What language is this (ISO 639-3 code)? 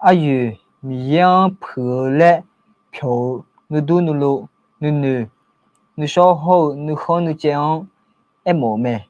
ahk